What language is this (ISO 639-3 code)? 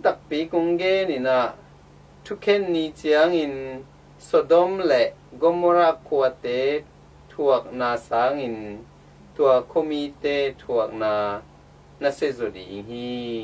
ctd